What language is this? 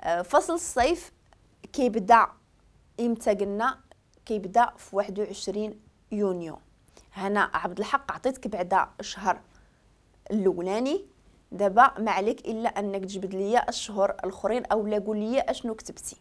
Moroccan Arabic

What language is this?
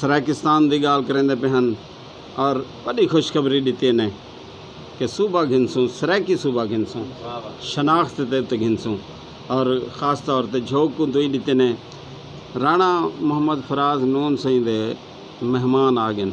Saraiki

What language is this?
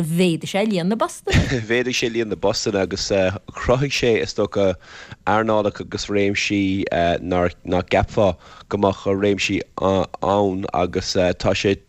Irish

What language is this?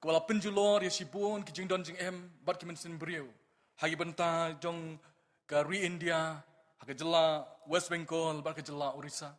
Khasi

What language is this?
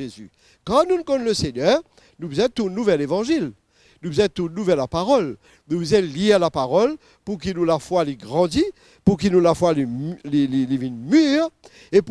Morisyen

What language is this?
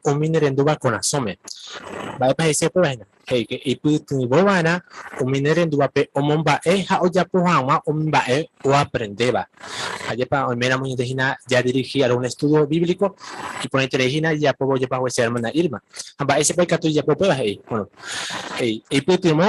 Guarani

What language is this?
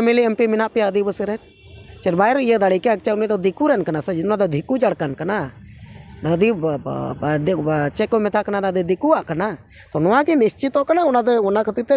Santali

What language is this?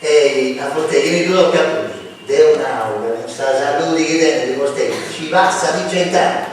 Sardinian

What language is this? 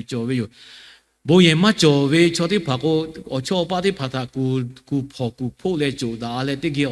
Lahu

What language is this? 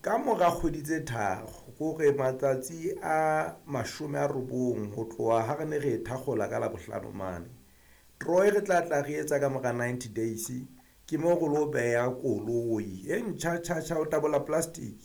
Southern Sotho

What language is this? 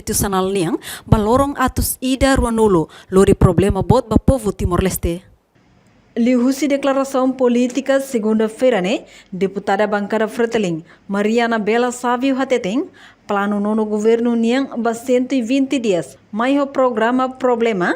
Tetum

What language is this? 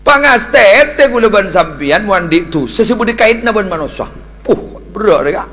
Madurese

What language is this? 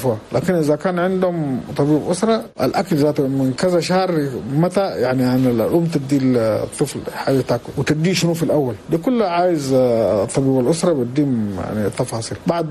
Chadian Arabic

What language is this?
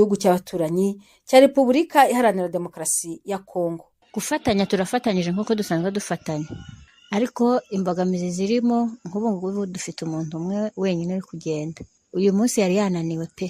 Kinyarwanda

